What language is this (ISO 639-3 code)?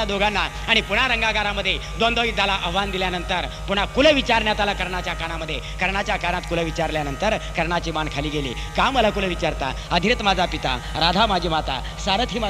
mar